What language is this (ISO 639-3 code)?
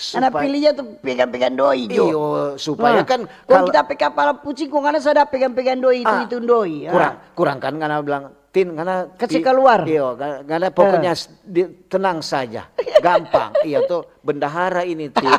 xmm